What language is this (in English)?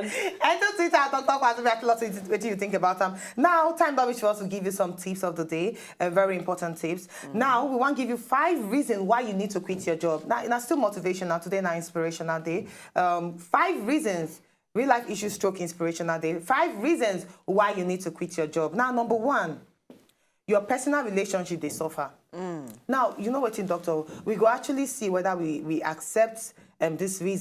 Nigerian Pidgin